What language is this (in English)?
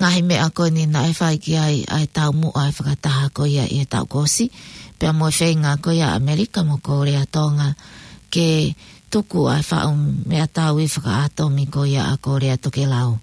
Tongan